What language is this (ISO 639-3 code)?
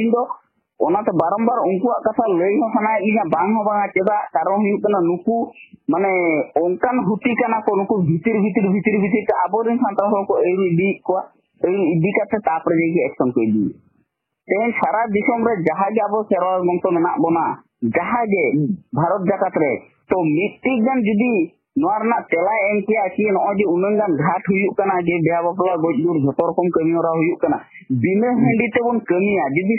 sat